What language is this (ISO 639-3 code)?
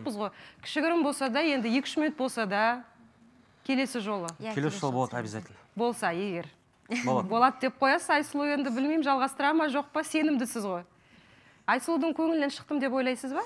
kaz